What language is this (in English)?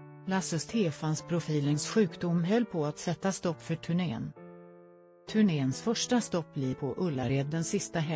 Swedish